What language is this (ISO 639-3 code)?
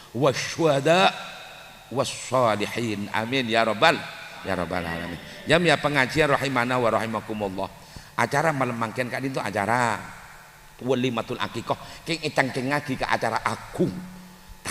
mad